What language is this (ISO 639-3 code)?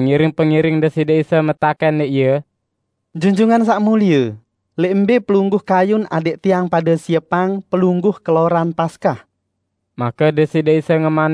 sas